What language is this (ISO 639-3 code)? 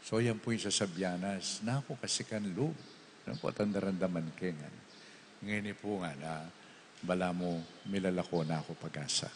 pam